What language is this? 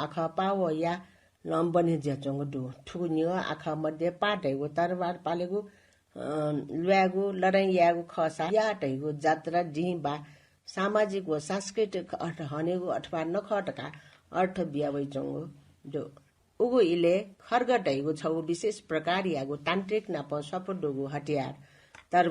Newari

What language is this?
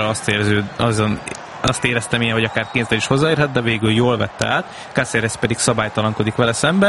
Hungarian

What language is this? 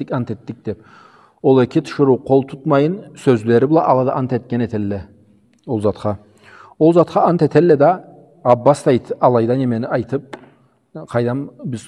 Karachay-Balkar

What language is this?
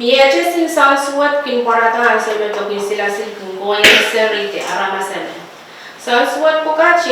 Pohnpeian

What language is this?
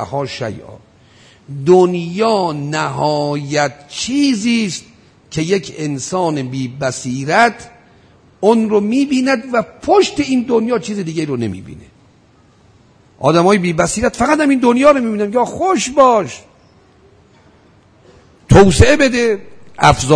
Persian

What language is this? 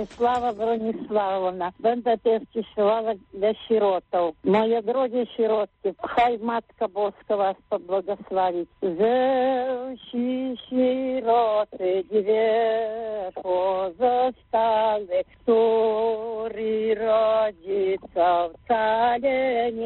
Belarusian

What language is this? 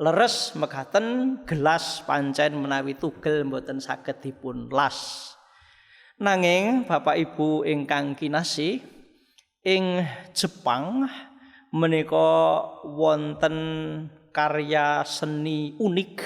Javanese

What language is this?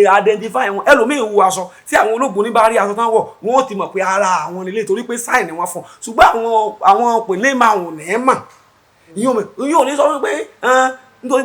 Yoruba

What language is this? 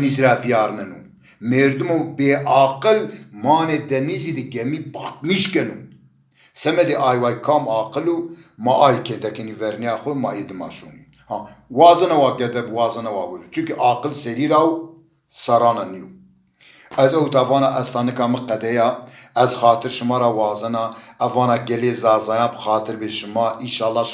Zaza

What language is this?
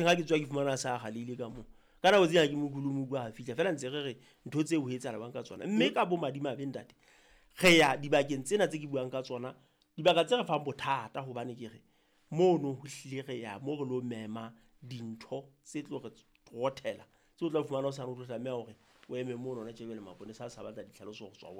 Southern Sotho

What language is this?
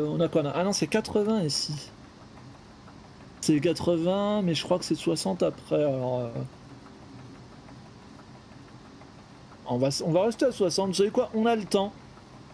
French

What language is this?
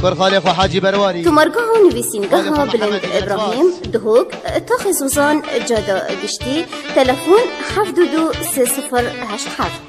Kurdish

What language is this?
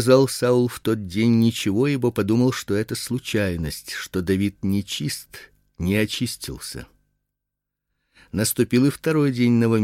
Russian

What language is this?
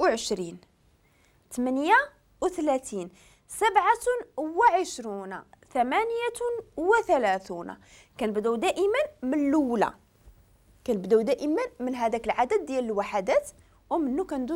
Moroccan Arabic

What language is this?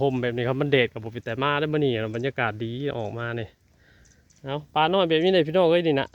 Northeastern Thai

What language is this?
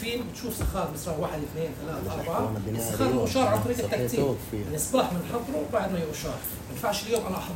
North Levantine Arabic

